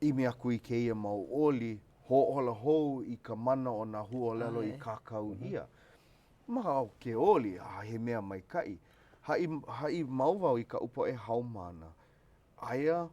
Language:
Hawaiian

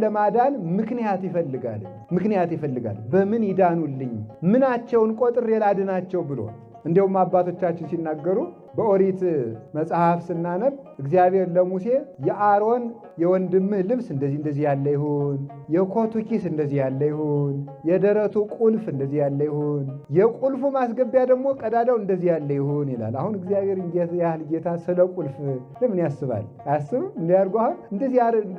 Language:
Amharic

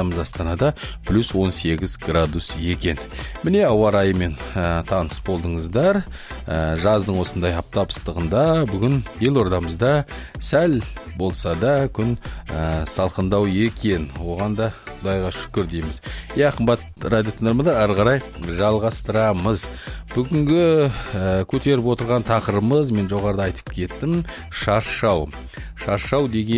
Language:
Kazakh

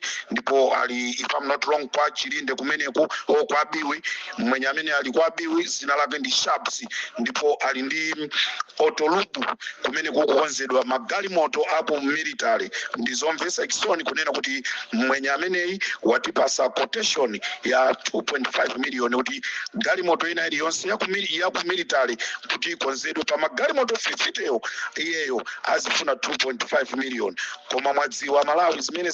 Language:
Nyanja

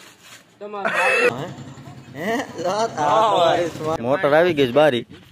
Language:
Gujarati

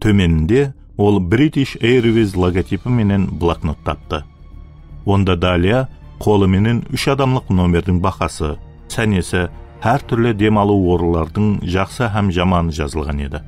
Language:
Kara-Kalpak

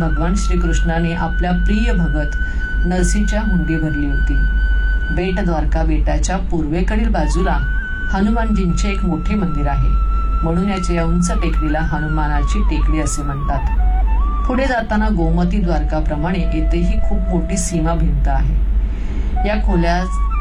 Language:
Marathi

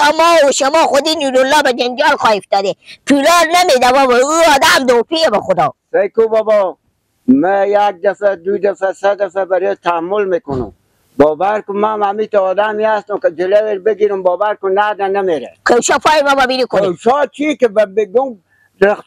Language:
Persian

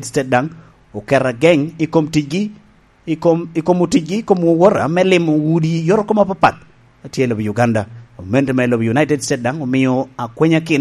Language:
Lango (Uganda)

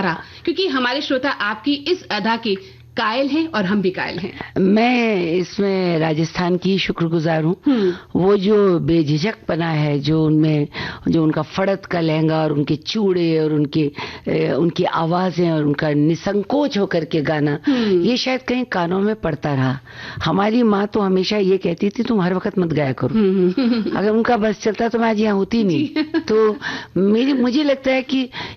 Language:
Hindi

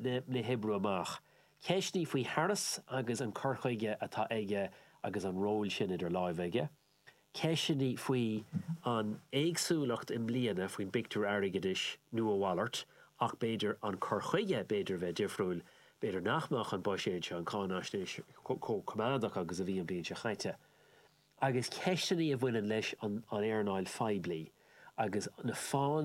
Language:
Irish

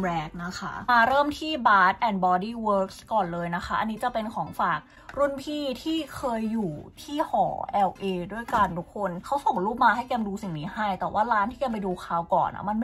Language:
Thai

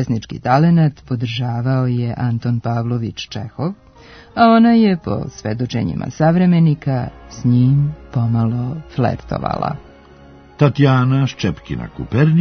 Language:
Serbian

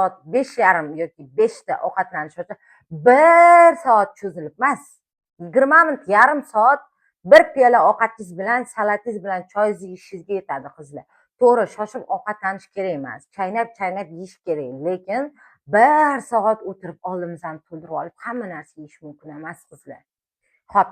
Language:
Uzbek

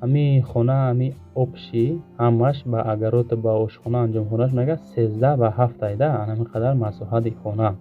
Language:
Tajik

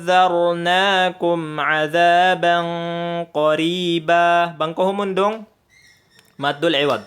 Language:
Tausug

